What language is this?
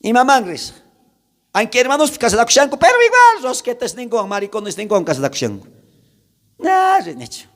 South Bolivian Quechua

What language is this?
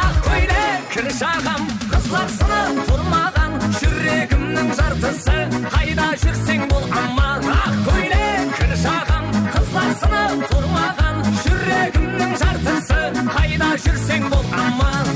Kara-Kalpak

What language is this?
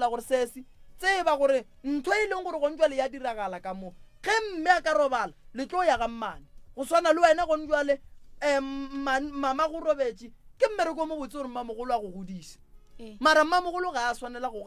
Northern Sotho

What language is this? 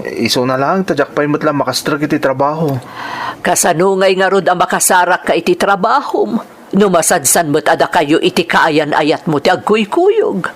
Iloko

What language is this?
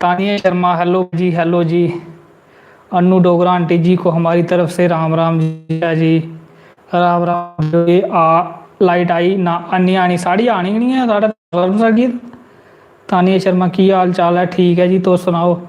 Dogri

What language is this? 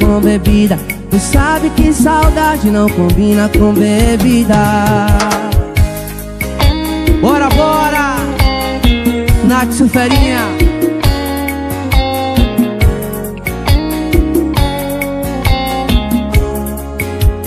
Portuguese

